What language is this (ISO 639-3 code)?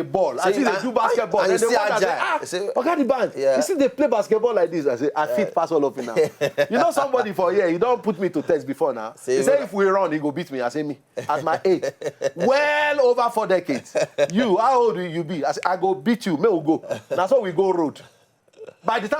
pcm